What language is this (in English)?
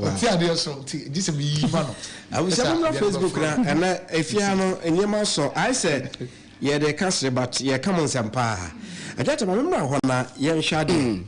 Akan